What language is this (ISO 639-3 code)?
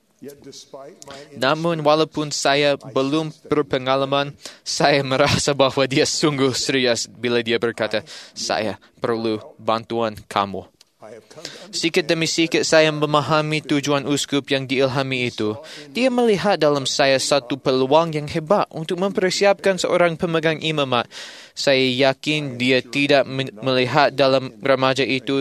msa